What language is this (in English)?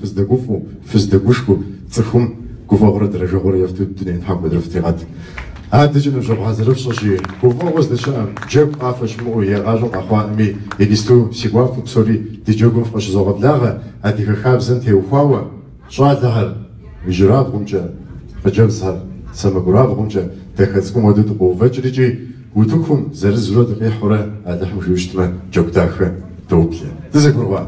Kabardian